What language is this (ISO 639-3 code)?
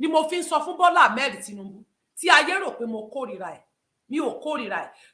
yor